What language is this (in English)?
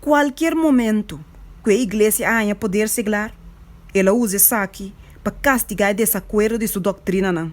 Papiamento